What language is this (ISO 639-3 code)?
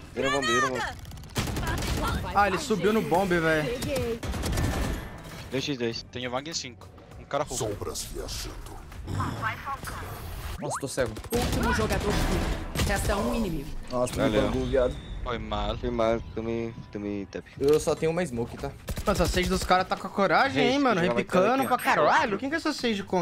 por